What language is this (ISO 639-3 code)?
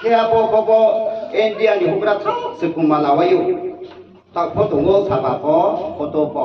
ria